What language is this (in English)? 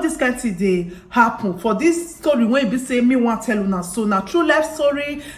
Nigerian Pidgin